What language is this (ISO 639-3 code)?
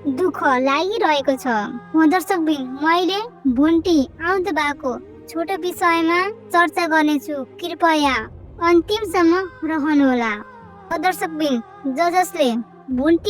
nep